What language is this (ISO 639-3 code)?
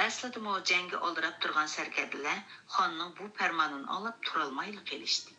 uig